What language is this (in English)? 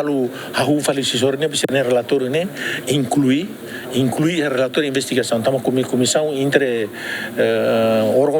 Tetum